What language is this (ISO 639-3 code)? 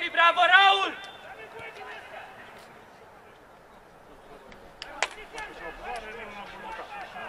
ron